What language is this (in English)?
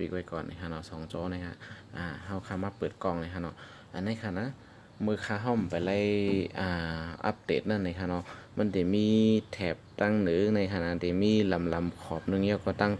Shan